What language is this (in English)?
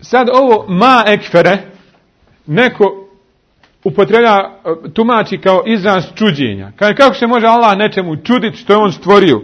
Bosnian